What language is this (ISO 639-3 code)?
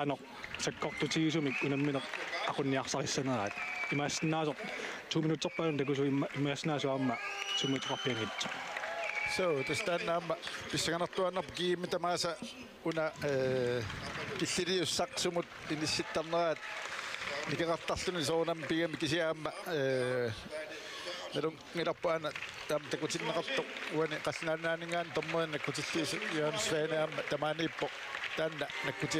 kal